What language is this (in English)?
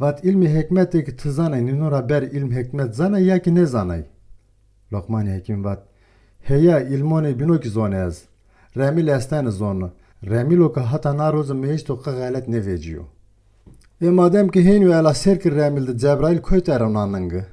Zaza